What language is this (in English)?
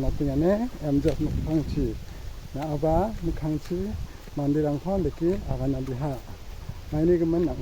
Garo